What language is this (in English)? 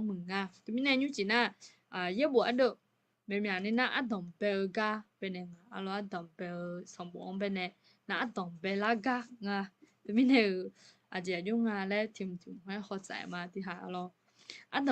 Akha